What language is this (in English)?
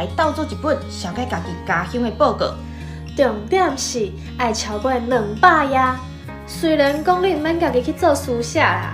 Min Nan Chinese